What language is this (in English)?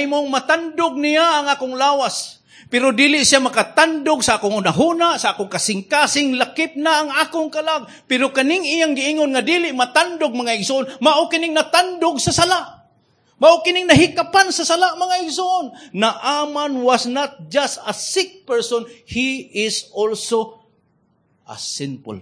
Cebuano